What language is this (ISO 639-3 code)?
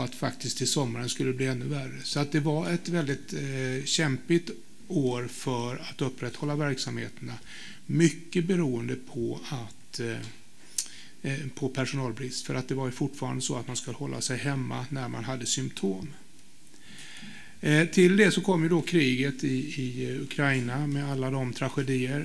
swe